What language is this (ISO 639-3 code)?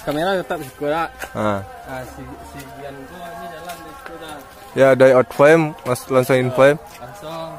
min